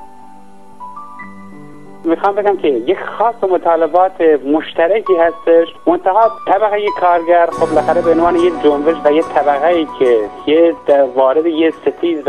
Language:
Persian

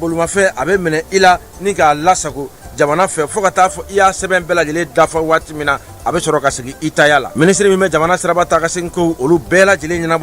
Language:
Bambara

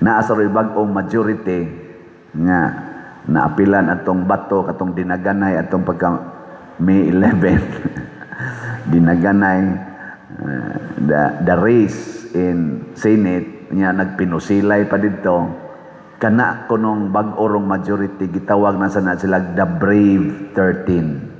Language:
Cebuano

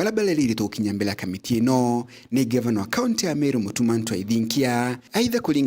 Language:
Meru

